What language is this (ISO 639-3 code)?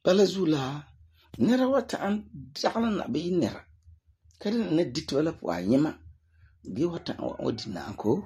gur